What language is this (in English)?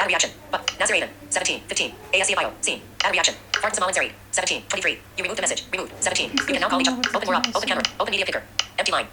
Somali